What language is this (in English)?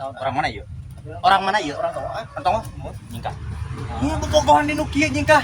Sundanese